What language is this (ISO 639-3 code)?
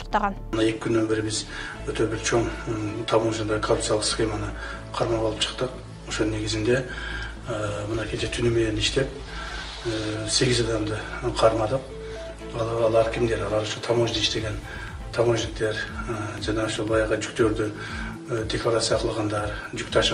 kir